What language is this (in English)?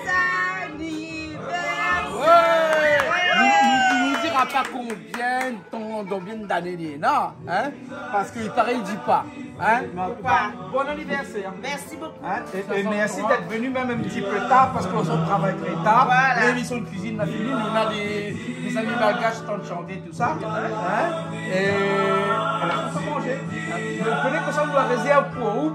Réunion Creole French